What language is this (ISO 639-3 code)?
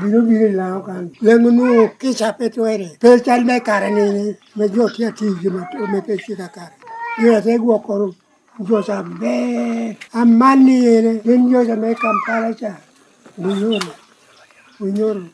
laj